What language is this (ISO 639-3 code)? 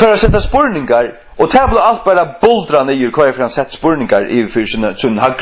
fao